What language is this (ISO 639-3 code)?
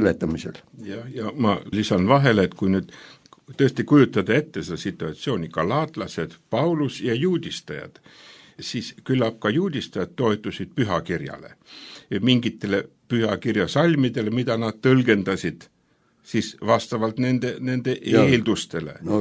est